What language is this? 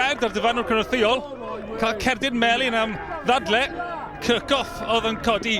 Welsh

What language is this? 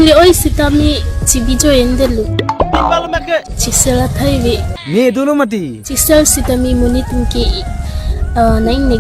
Karbi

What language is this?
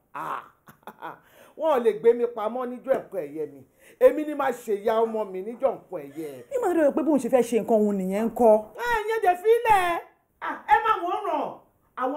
Yoruba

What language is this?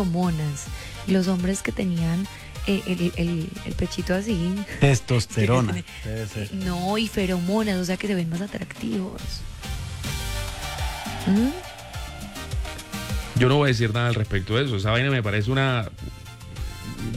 Spanish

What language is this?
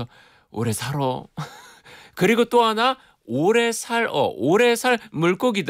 Korean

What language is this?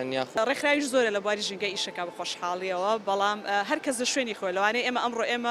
Central Kurdish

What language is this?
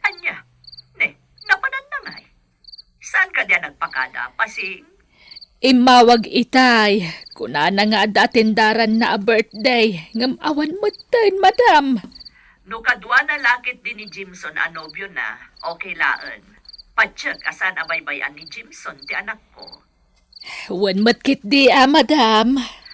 Iloko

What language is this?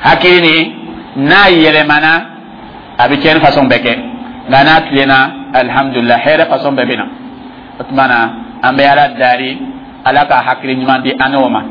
Dyula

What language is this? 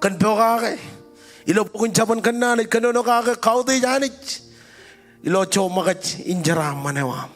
Marshallese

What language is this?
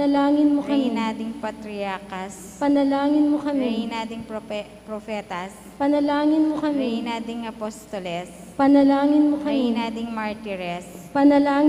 Pampanga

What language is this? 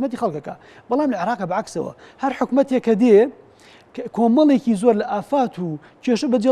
Central Kurdish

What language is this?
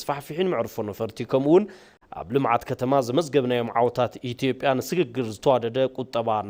Tigrinya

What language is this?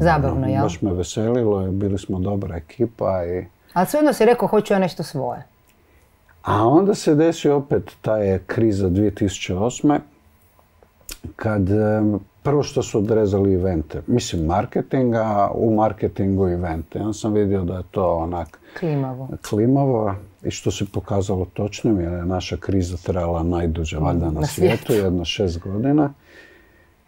Croatian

